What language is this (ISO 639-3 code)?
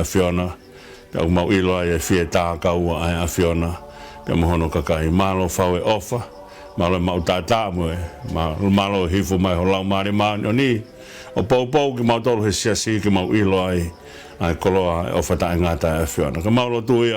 ton